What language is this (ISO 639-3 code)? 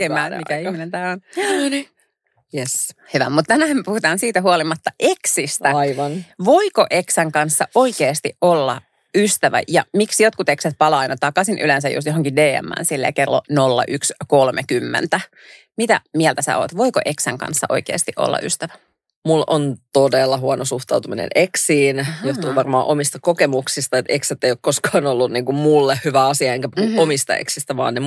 fin